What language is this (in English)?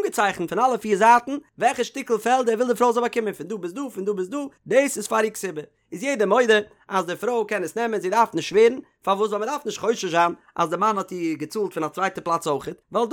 Yiddish